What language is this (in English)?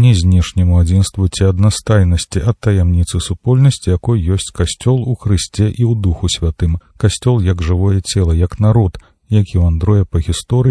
Belarusian